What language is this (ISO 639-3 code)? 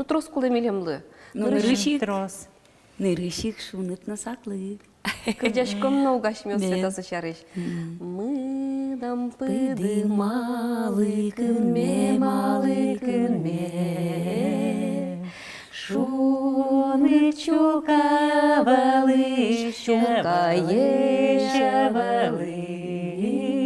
udm